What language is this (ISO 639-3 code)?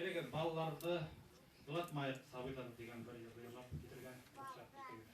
bak